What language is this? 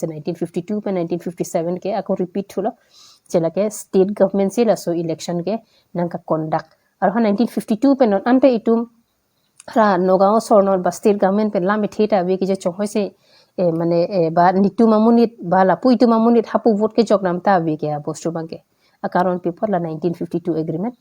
Karbi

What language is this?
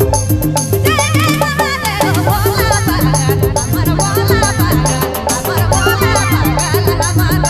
Sadri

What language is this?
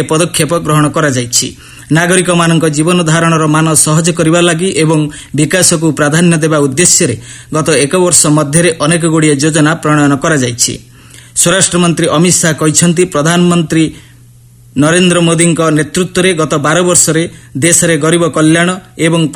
Odia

